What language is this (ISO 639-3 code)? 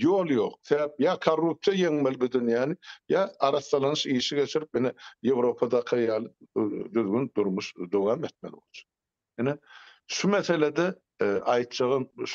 tuk